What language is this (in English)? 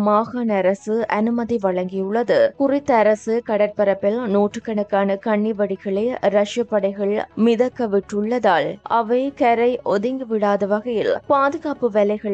Tamil